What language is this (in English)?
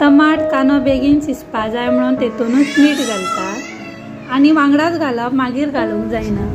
Konkani